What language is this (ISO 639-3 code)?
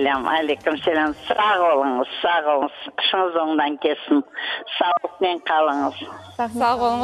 crh